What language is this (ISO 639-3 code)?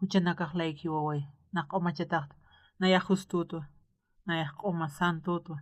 aym